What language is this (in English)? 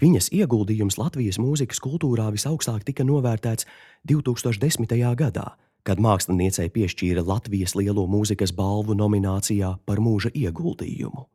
Latvian